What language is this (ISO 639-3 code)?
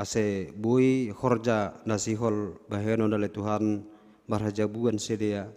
bts